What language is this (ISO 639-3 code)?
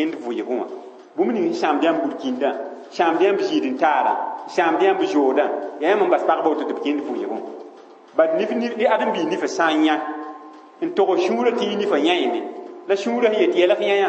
mos